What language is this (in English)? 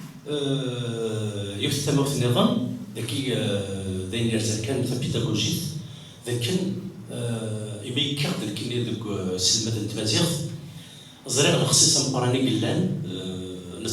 Kabyle